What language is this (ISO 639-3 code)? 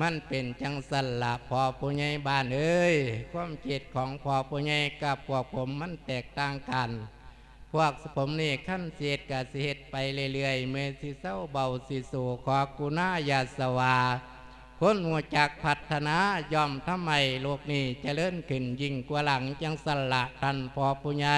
lao